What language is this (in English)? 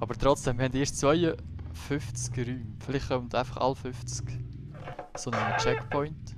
Swiss German